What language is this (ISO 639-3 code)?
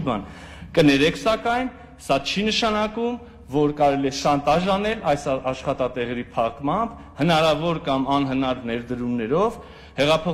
hye